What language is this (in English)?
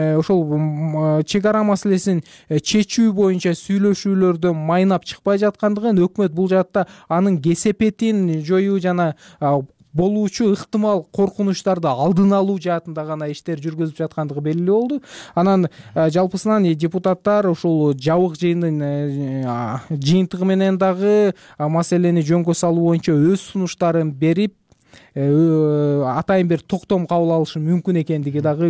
Kyrgyz